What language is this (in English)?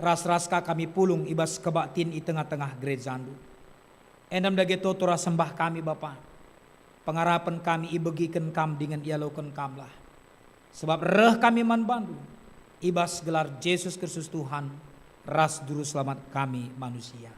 Batak Karo